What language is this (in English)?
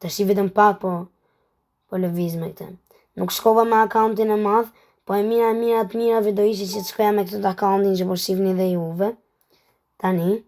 Albanian